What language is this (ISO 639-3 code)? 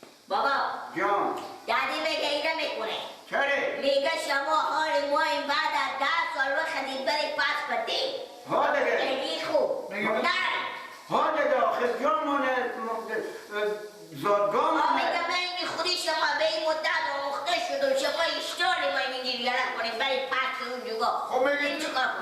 fas